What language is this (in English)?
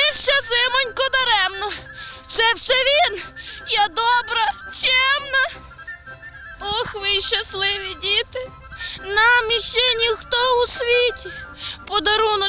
Ukrainian